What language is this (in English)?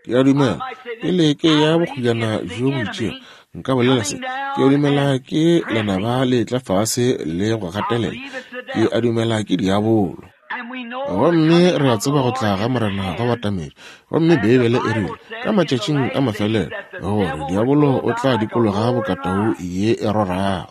Northern Sotho